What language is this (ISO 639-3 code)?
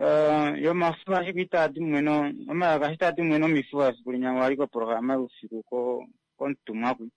kua